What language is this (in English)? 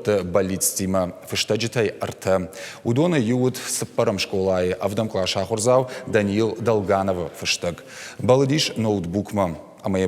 Ossetic